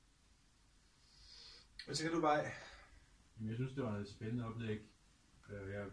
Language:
Danish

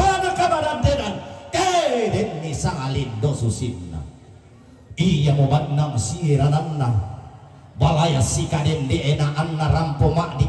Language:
Toraja-Sa'dan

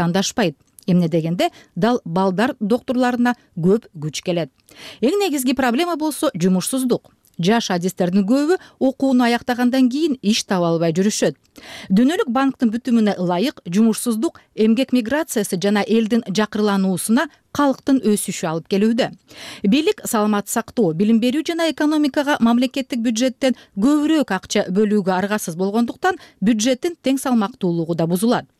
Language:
Kyrgyz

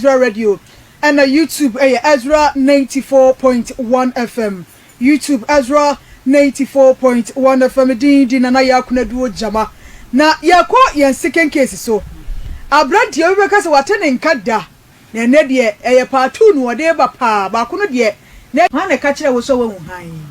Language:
Akan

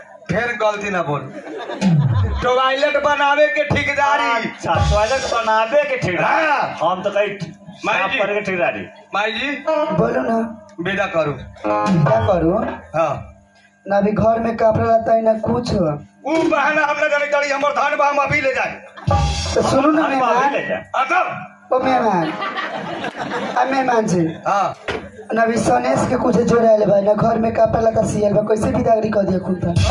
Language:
Bhojpuri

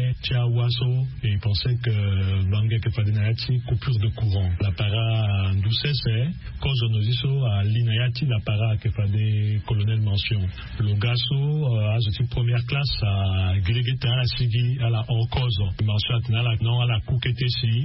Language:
Sango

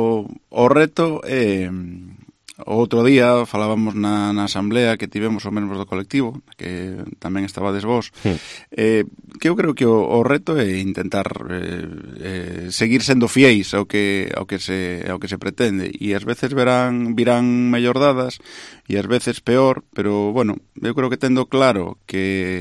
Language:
Galician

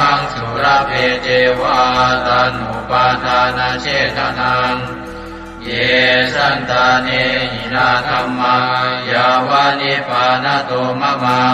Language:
Pali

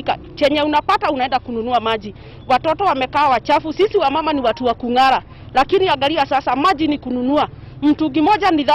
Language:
Swahili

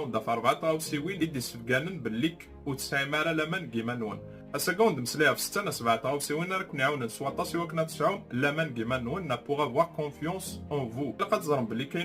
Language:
Kabyle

